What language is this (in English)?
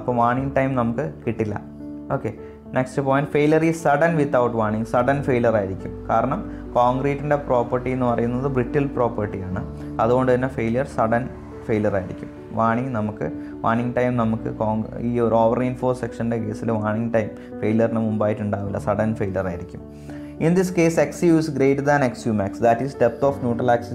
Malayalam